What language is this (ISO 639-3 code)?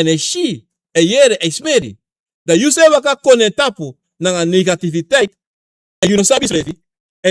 srn